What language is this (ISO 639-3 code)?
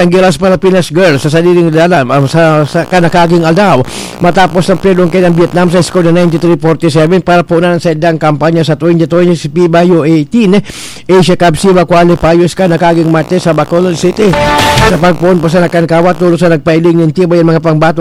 bik